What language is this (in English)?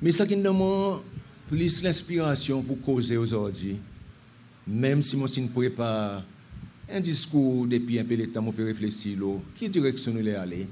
Seselwa Creole French